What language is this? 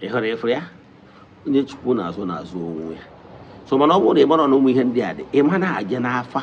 Igbo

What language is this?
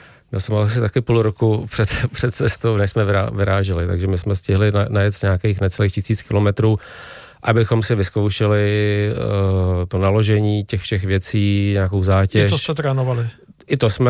Czech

